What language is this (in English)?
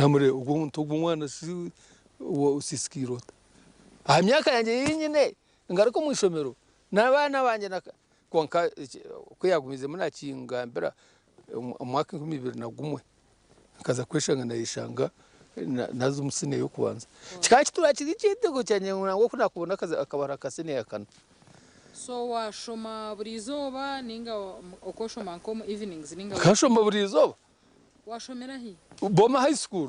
Nyankole